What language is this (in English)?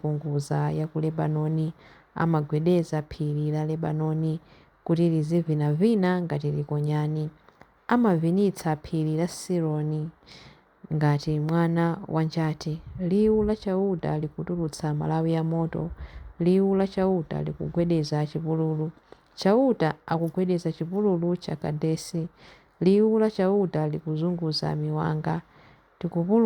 Nyanja